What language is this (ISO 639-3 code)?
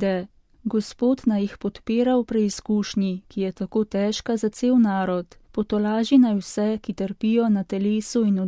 slv